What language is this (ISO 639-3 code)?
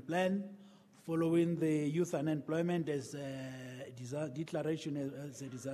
sot